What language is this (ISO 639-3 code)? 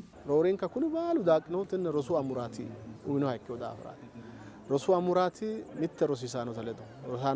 sid